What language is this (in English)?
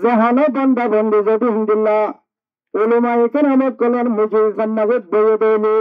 Rohingya